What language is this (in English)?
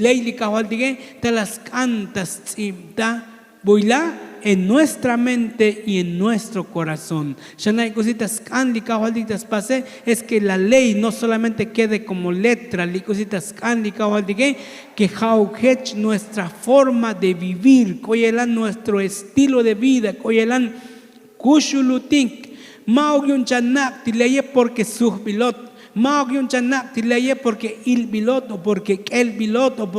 Tzotzil